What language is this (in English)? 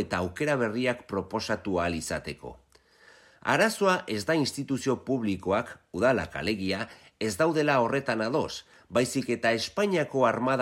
Basque